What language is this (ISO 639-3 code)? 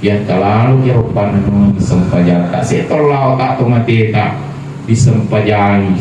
bug